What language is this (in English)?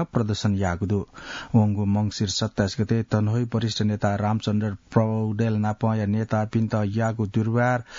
Newari